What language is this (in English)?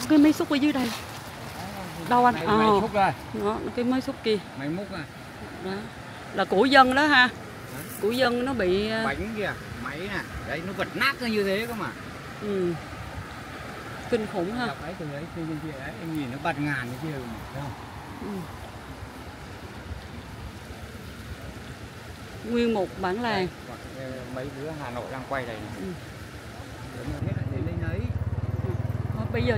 Vietnamese